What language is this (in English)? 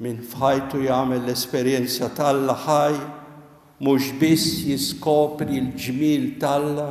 Maltese